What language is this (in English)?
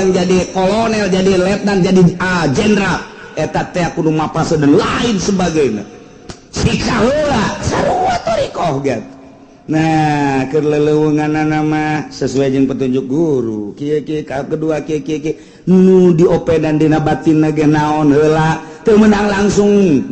Sundanese